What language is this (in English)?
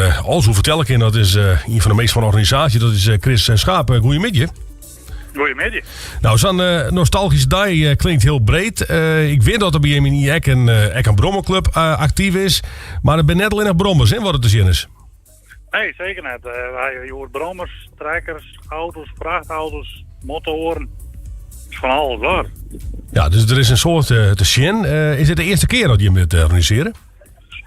Western Frisian